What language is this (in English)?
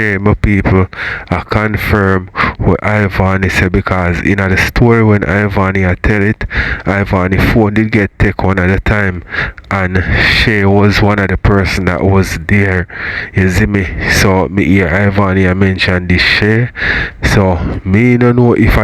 Jamaican Creole English